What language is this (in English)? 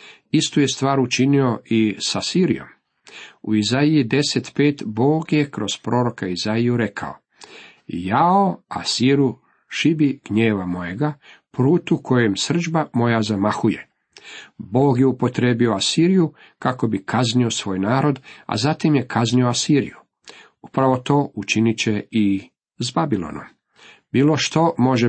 Croatian